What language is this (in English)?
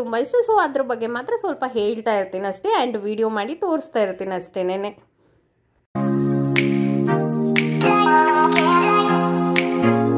Kannada